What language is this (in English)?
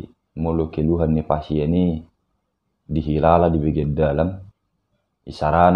Batak Toba